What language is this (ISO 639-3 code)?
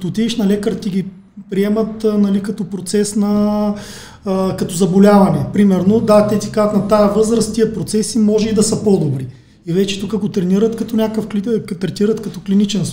bul